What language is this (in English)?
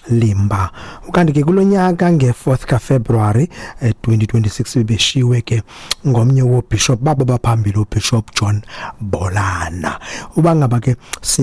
Xhosa